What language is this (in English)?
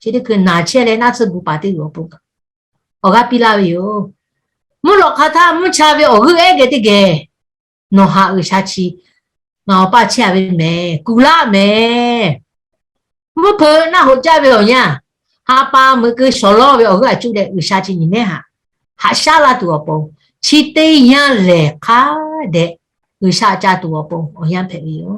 Lahu